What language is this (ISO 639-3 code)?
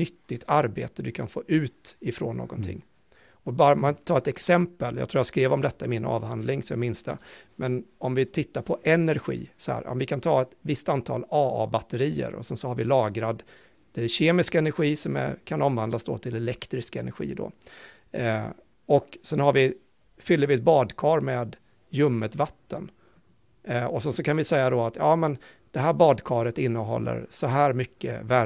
swe